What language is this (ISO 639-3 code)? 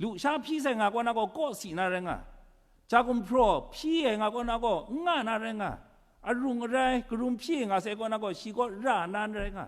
kac